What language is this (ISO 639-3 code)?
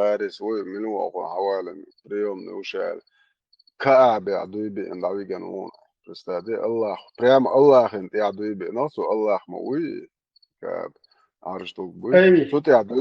che